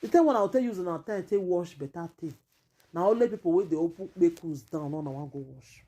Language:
Nigerian Pidgin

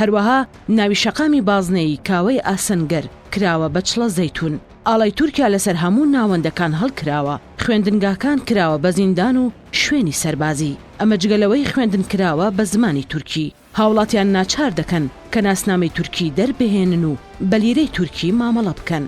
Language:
Central Kurdish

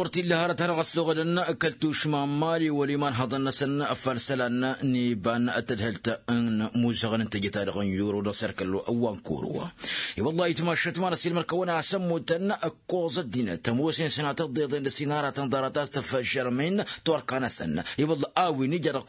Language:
Tamasheq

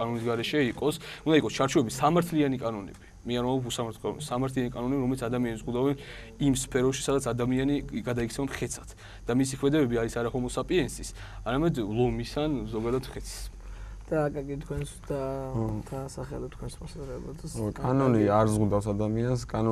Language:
Georgian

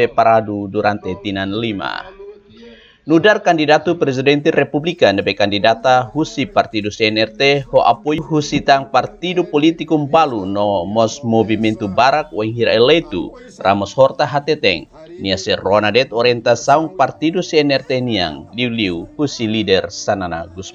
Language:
Tetum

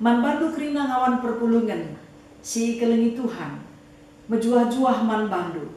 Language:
Batak Karo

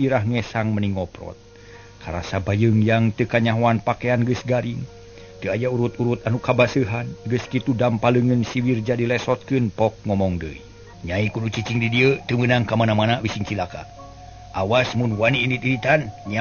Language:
Sundanese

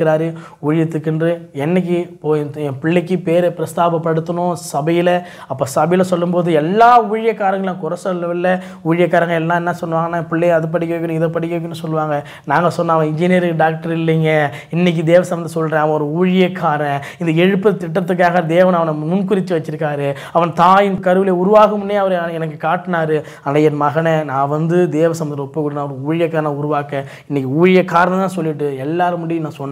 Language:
Tamil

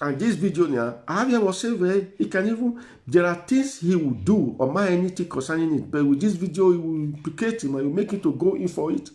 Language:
Nigerian Pidgin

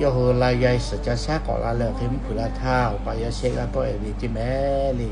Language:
Lahu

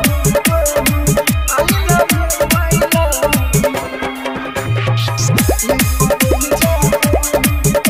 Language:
Bhojpuri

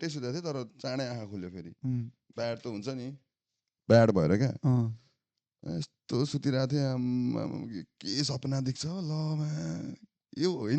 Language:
Nepali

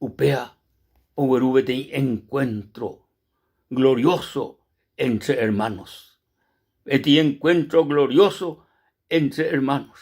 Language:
Guarani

